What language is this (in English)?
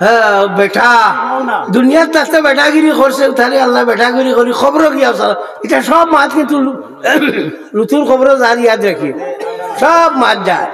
Sylheti